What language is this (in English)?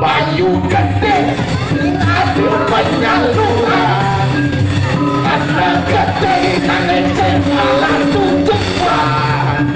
Balinese